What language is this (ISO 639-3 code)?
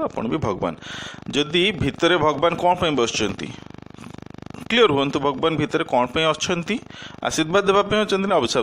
ori